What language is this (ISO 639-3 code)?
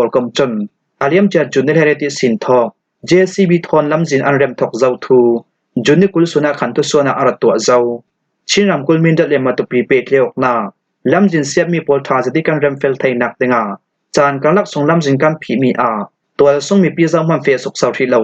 cfm